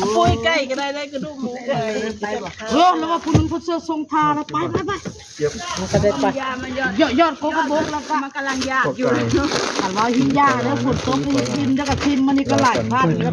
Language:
Northeastern Thai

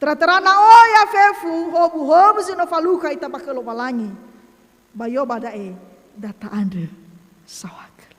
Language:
Nias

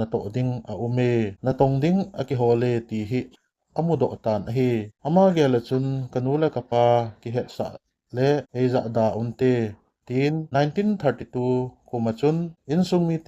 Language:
Thado Chin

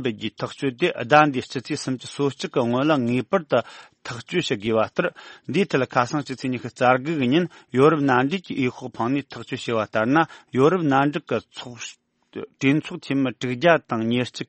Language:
Tibetan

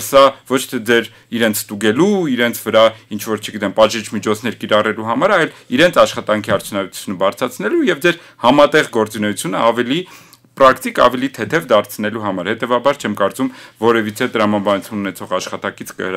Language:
Armenian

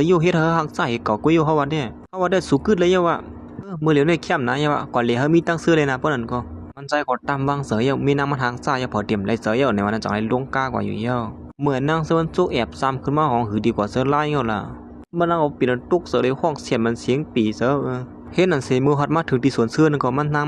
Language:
Shan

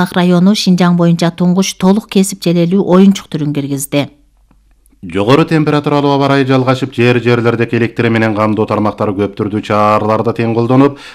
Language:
Kyrgyz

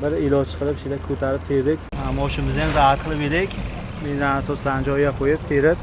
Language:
Uzbek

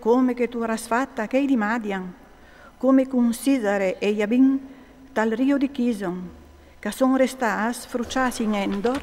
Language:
Friulian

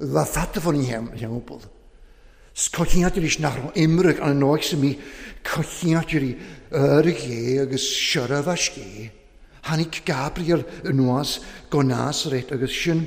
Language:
Welsh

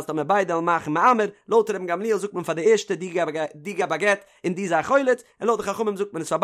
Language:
Yiddish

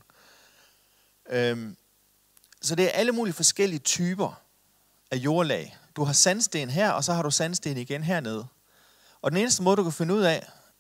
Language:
Danish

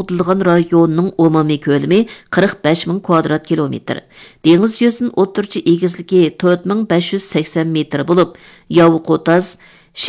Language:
Uyghur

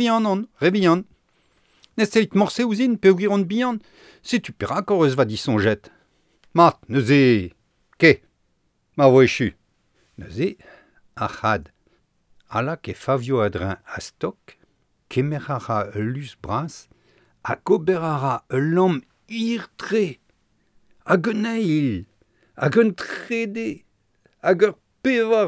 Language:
Breton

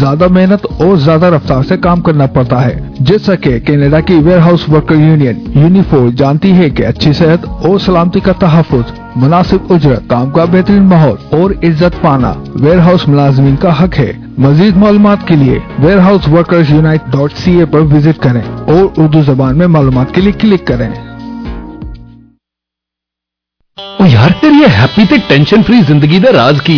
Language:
Punjabi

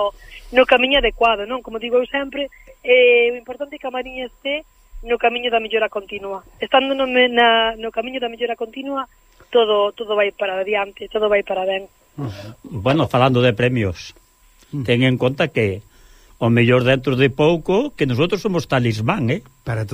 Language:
Galician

